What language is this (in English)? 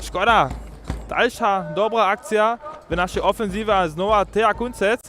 Upper Sorbian